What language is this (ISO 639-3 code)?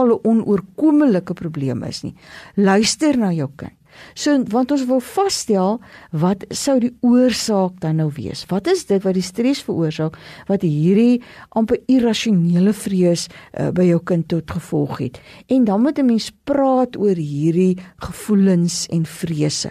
afr